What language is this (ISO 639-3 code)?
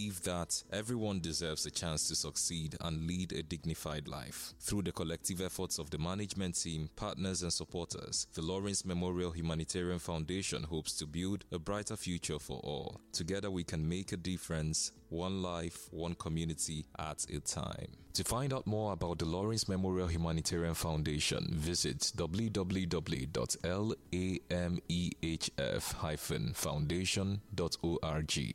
eng